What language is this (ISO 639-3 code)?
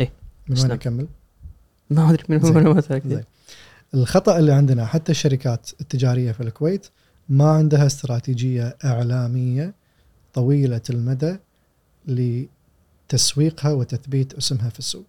afb